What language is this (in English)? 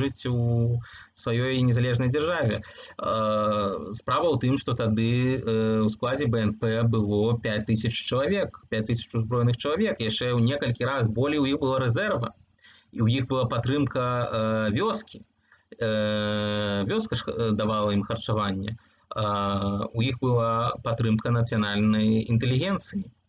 Belarusian